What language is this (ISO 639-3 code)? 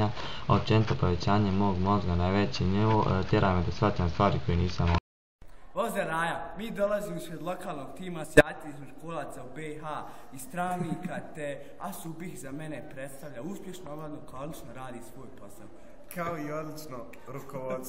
bos